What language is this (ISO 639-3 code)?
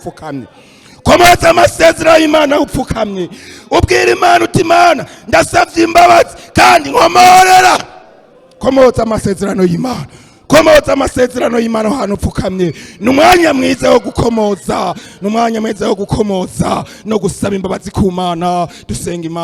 run